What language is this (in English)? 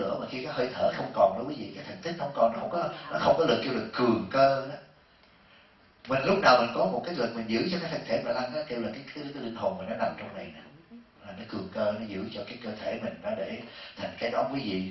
Vietnamese